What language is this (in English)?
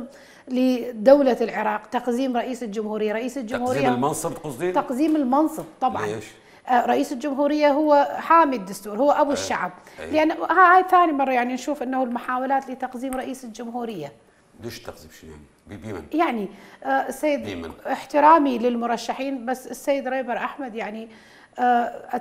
Mesopotamian Arabic